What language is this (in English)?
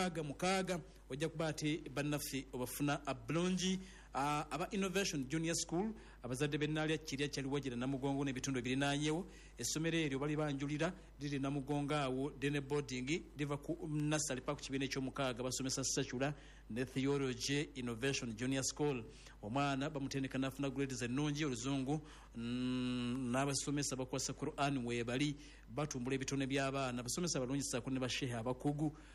Ganda